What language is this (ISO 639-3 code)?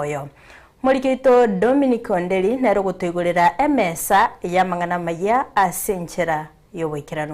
guz